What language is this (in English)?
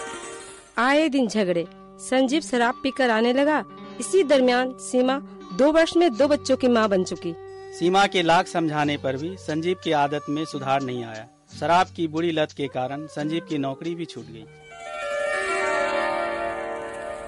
Hindi